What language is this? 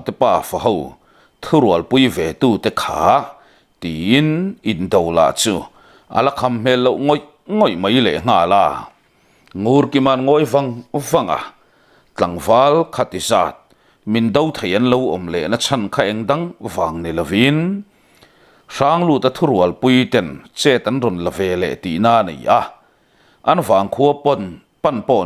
Mizo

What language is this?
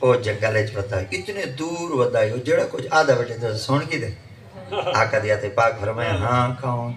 Saraiki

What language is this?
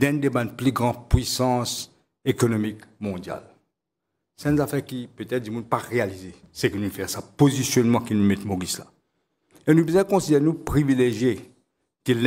Morisyen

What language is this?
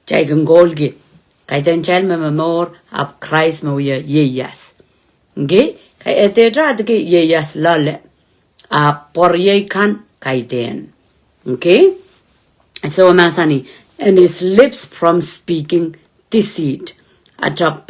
Pohnpeian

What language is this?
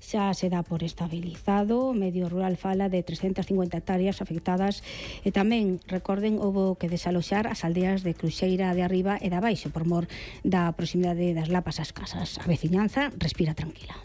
Galician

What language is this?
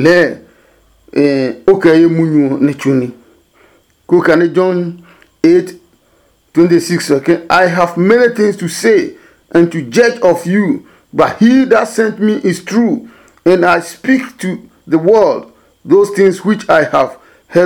Adangme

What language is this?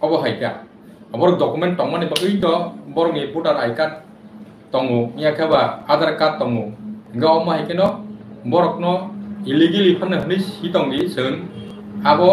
Kok Borok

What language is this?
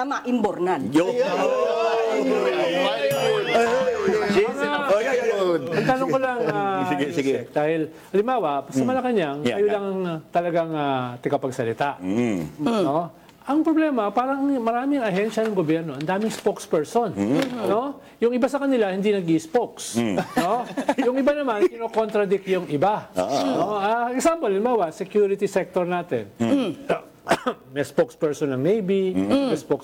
Filipino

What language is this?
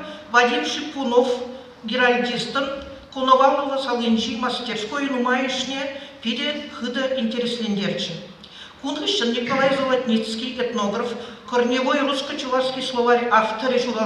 Chuvash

